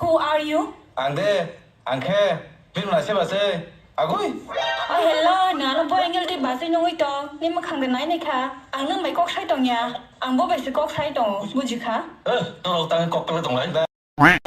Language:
Kok Borok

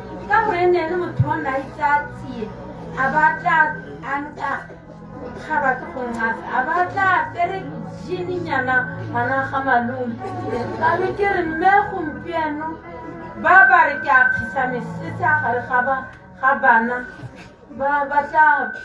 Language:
Tswana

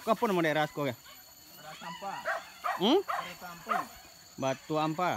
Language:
Minangkabau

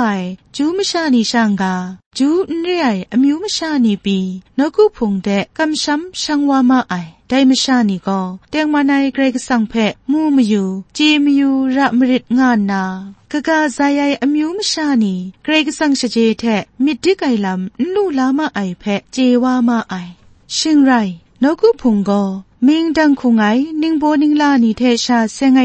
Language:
Kachin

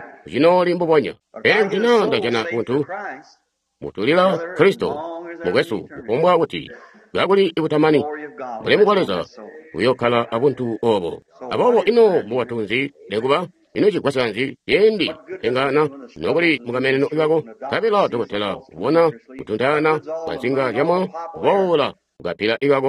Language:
Tonga (Zambia)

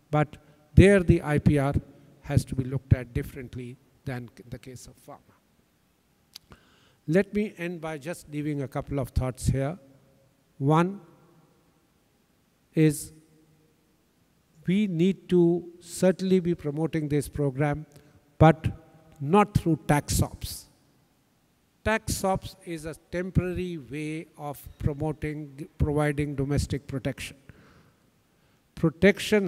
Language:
English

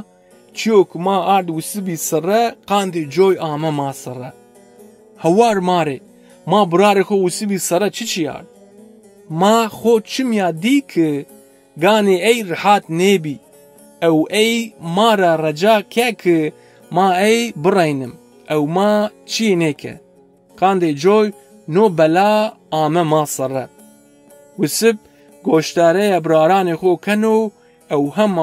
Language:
Zaza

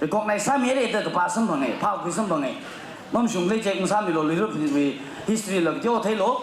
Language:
Tangkhul Naga (India)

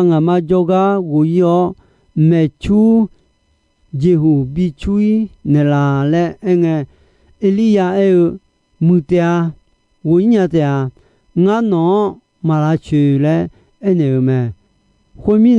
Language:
Akha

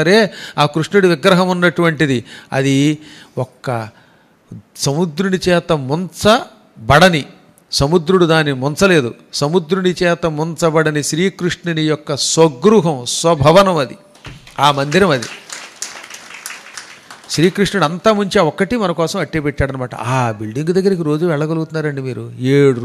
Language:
Telugu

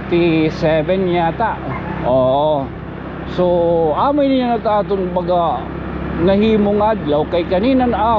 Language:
Waray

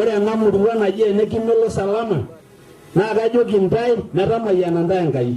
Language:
Masai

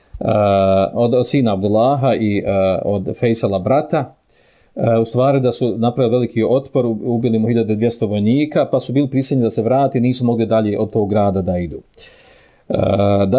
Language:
Bosnian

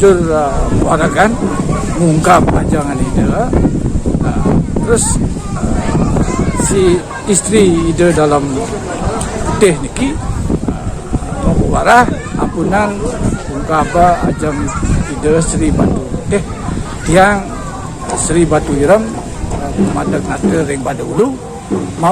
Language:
Balinese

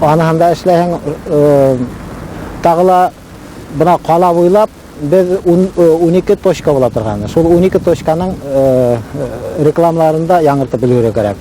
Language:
Bashkir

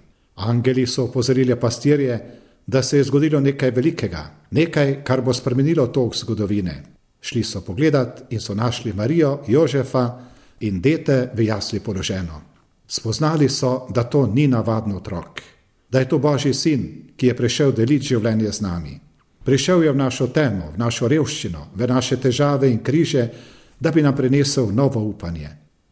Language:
Slovenian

